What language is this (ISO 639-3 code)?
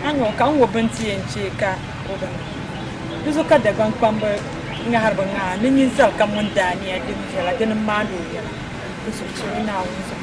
dag